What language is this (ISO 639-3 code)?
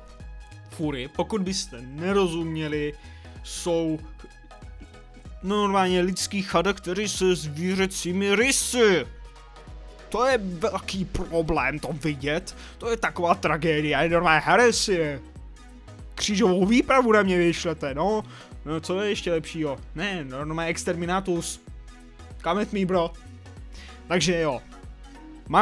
ces